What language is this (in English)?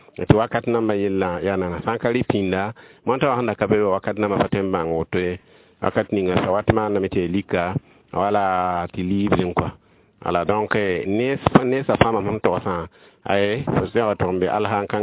Mossi